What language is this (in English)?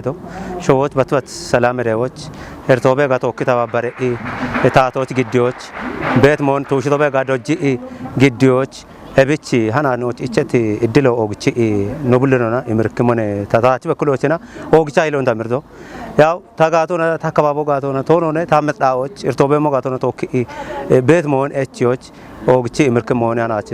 Kafa